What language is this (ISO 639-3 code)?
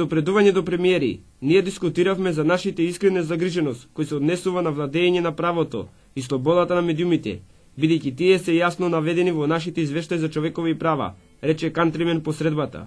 mkd